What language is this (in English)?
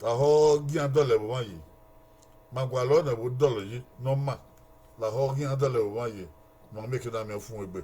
Bini